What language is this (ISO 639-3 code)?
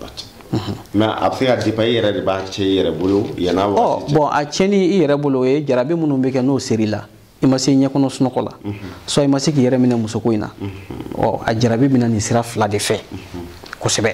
bam